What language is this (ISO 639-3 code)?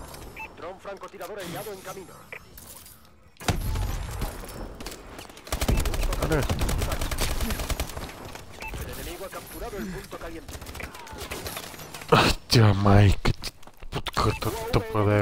bul